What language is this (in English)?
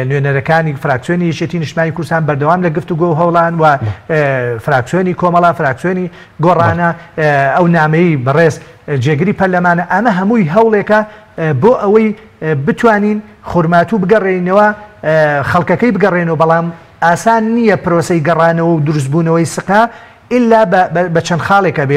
Central Kurdish